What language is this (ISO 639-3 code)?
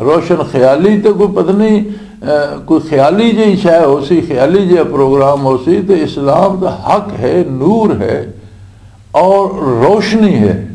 lah